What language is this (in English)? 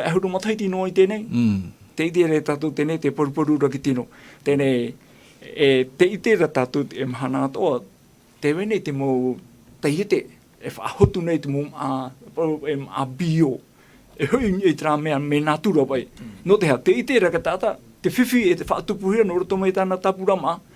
Tahitian